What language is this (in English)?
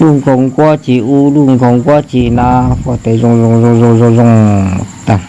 Hmong